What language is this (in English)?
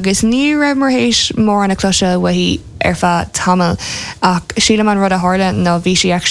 Irish